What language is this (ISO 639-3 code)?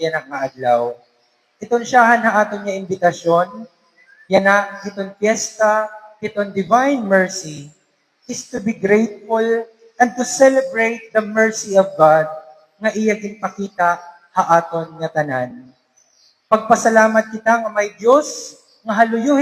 war